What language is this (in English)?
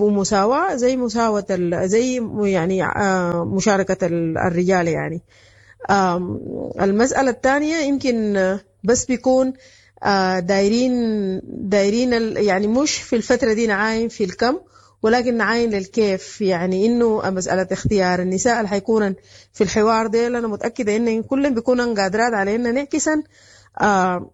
Sudanese Arabic